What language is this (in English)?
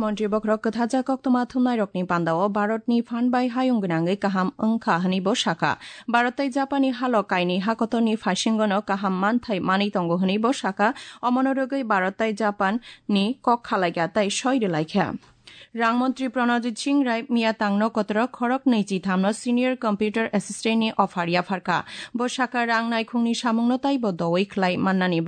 Kok Borok